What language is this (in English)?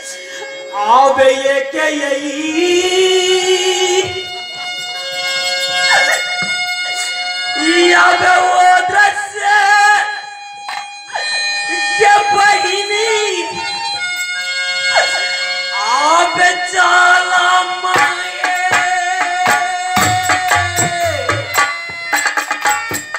Maithili